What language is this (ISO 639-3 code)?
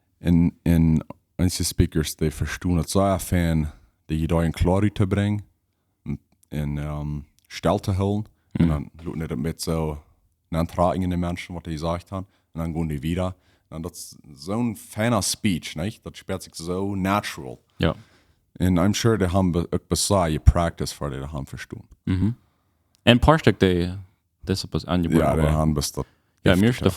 pdt